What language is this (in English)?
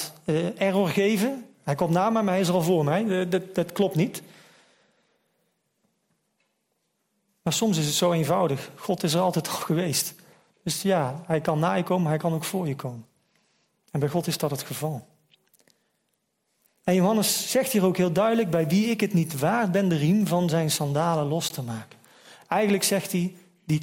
Dutch